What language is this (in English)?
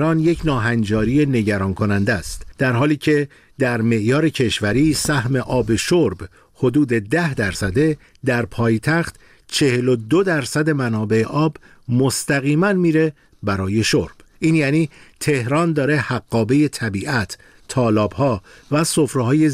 Persian